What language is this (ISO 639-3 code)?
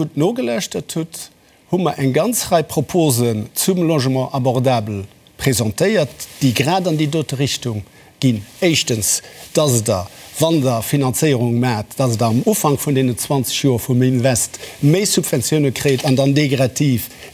ltz